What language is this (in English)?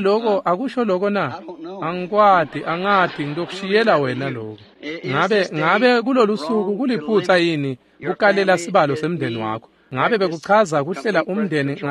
Swati